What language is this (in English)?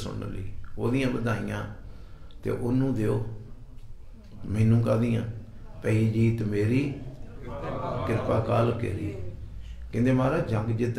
Punjabi